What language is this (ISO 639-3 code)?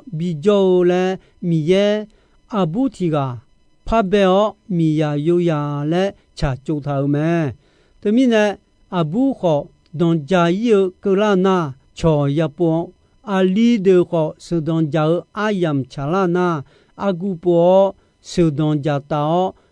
ahk